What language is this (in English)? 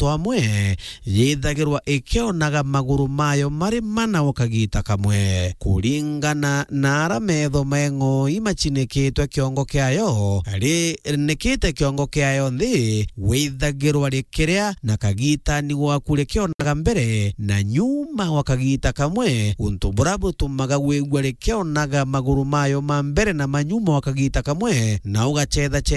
Meru